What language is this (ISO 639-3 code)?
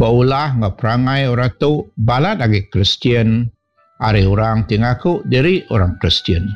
iba